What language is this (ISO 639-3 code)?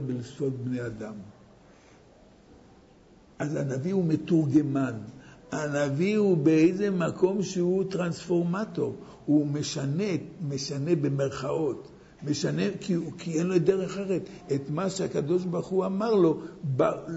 heb